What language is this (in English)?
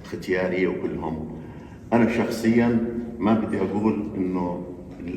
North Levantine Arabic